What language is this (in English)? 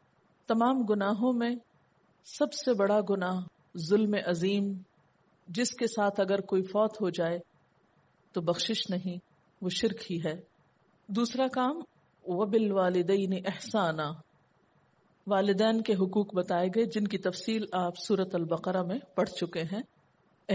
Urdu